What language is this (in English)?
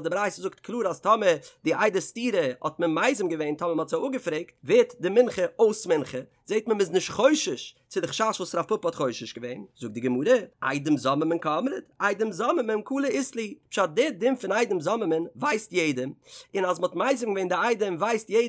Yiddish